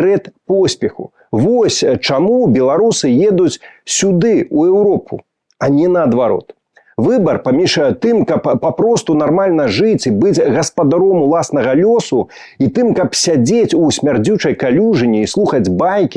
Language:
Belarusian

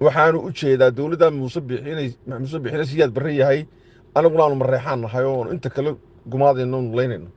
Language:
Somali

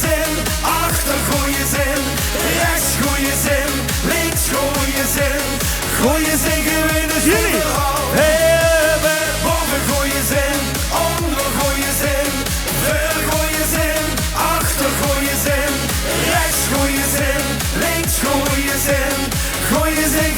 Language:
Limburgish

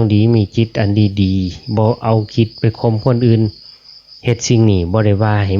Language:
Northeastern Thai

